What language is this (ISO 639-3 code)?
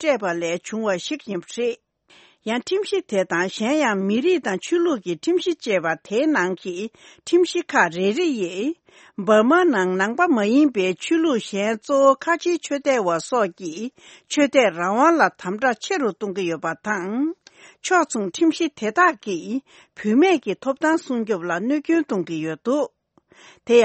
bod